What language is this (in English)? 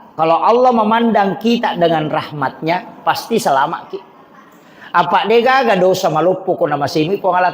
Buginese